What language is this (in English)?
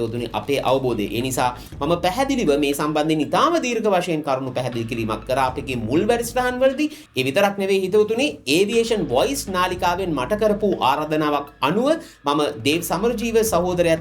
Sinhala